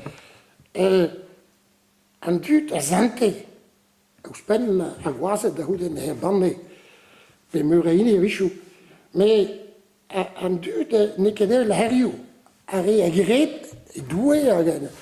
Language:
Breton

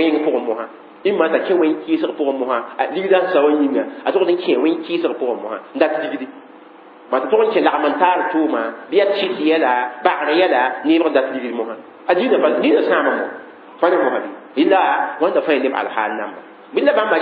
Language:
Mossi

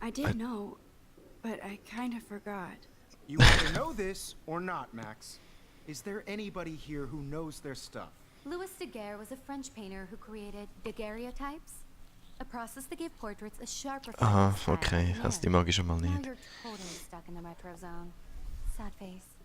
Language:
Swiss German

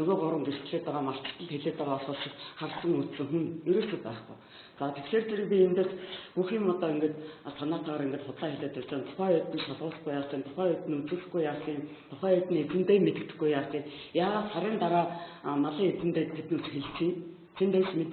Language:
Mongolian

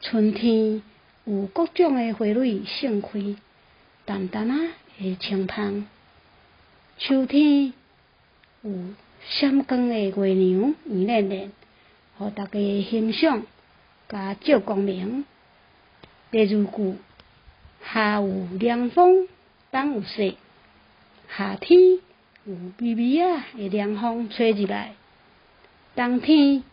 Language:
Min Nan Chinese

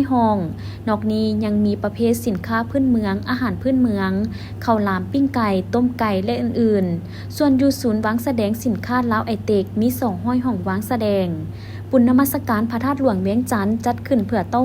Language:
Lao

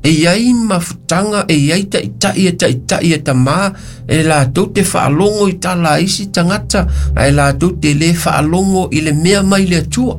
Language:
Samoan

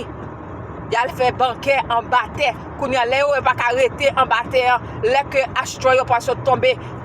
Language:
Haitian Creole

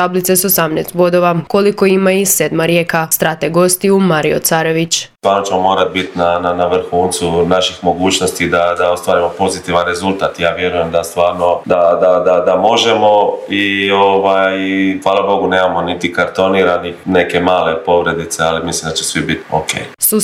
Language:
Croatian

